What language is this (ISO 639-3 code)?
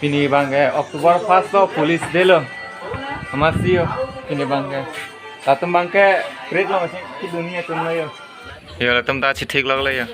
mjw